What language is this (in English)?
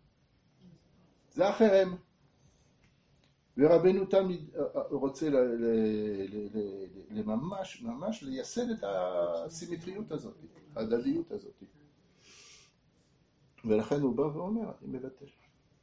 Hebrew